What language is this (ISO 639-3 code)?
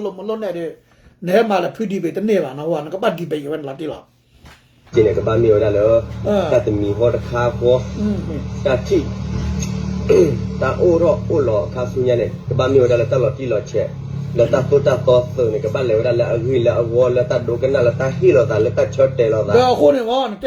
ksw